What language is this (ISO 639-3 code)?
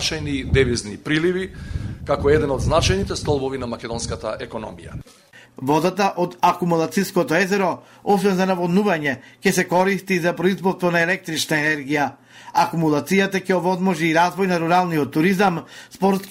mkd